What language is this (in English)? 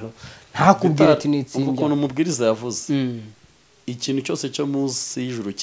Kinyarwanda